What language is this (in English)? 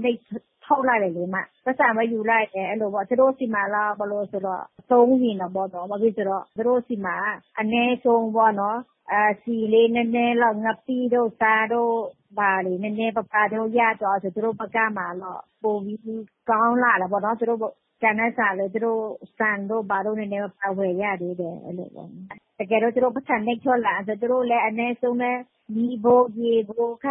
Burmese